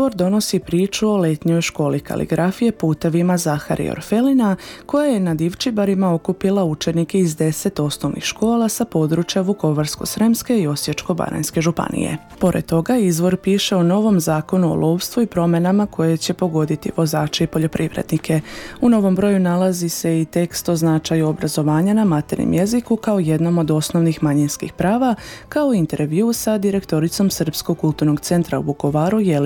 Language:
Serbian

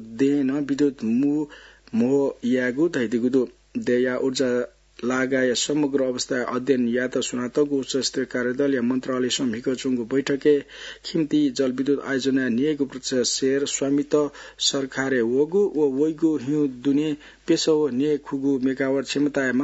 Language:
Newari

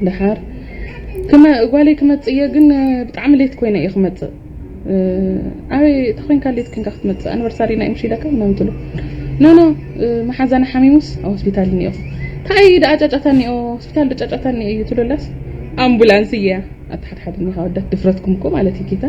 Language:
Tigrinya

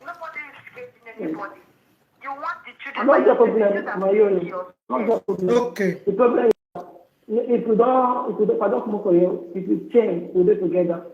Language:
Nigerian Pidgin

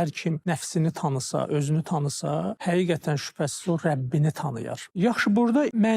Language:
Azerbaijani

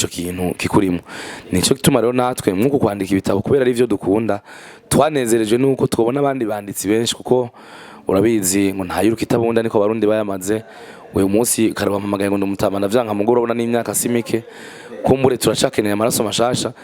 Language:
Rundi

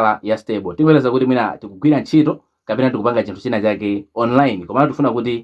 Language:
Nyanja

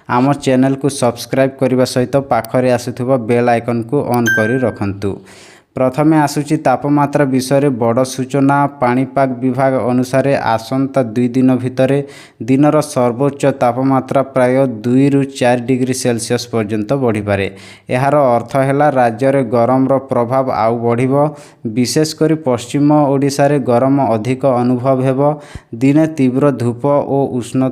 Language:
Odia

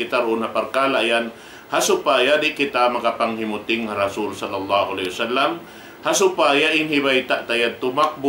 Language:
Tausug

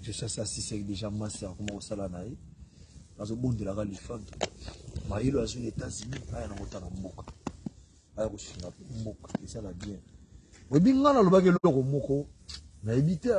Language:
Lingala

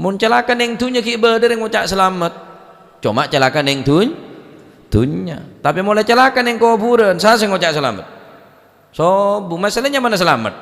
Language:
Madurese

